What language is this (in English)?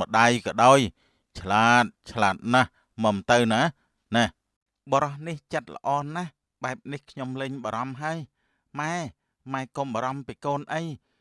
Khmer